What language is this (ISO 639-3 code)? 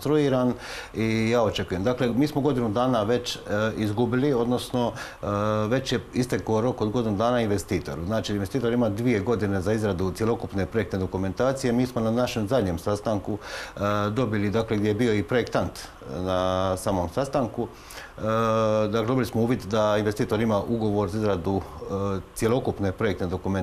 hrv